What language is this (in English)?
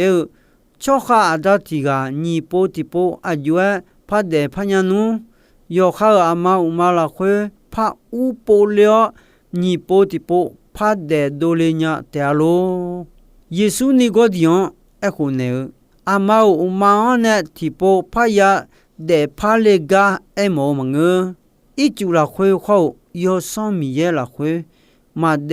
Akha